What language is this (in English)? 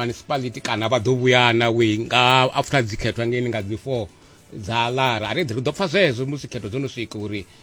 Venda